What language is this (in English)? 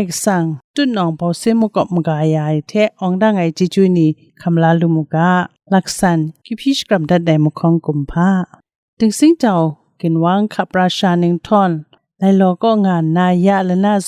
Kachin